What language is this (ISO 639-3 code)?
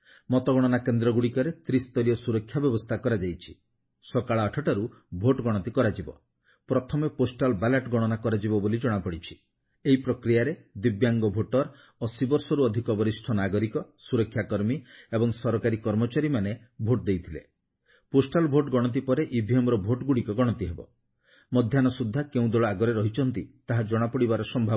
ori